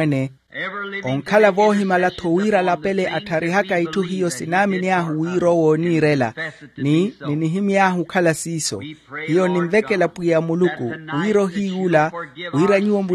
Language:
Makhuwa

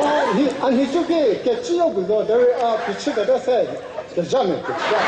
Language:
Chokri Naga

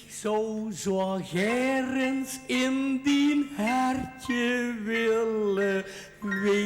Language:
Limburgish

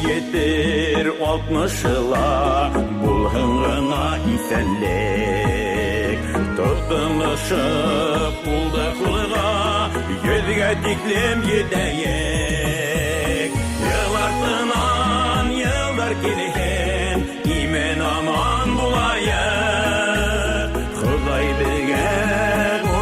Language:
Bashkir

